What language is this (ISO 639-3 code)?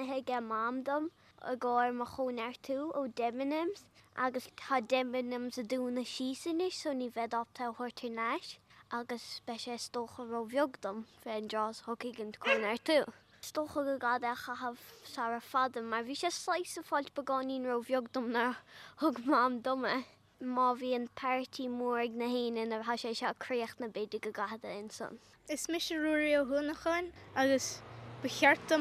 gle